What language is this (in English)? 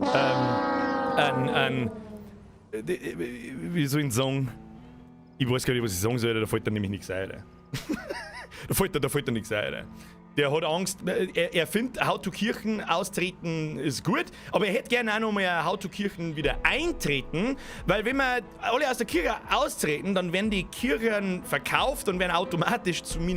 Bavarian